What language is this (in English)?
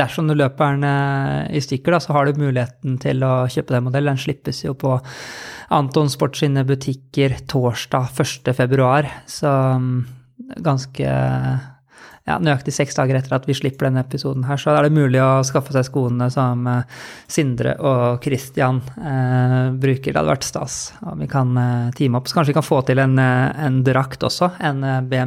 Norwegian